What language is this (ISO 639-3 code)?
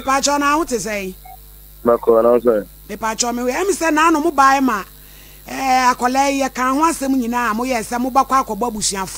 aka